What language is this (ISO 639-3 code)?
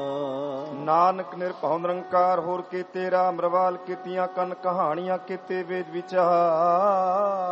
pan